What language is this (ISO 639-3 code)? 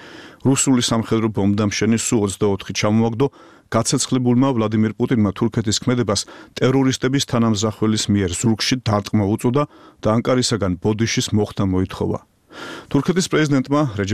kat